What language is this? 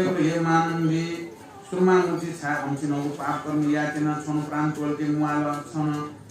Newari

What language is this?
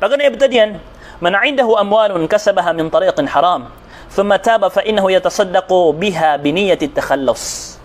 Maranao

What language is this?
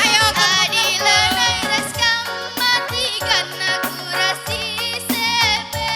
Batak Karo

